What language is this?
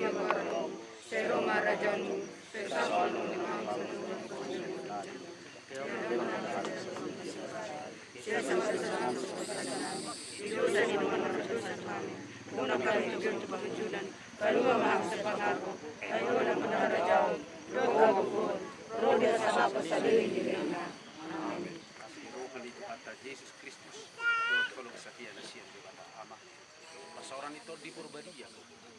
Batak Toba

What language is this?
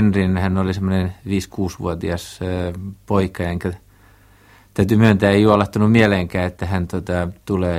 Finnish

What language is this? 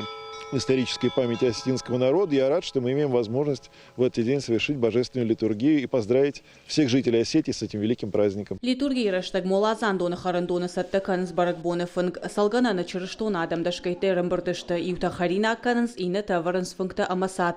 Ossetic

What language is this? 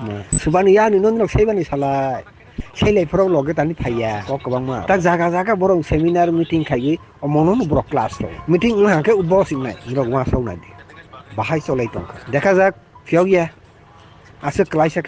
Riang (India)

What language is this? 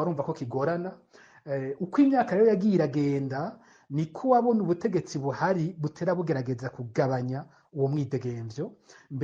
Rundi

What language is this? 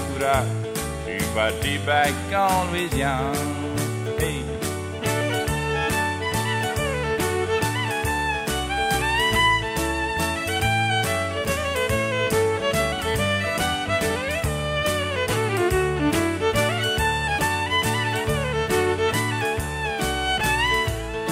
Cajun French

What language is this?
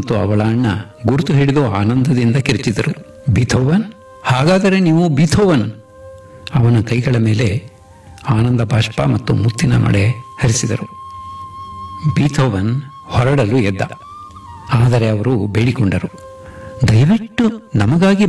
Kannada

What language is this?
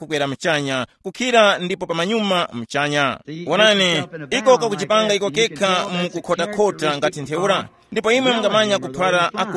Tumbuka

